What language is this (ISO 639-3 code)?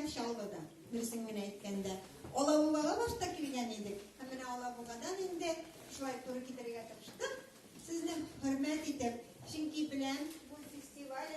tat